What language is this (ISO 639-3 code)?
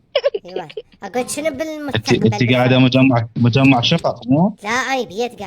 acm